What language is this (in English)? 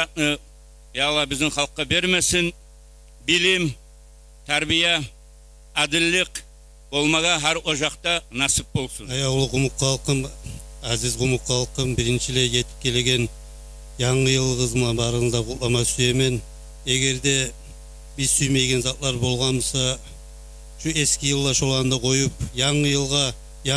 Kumyk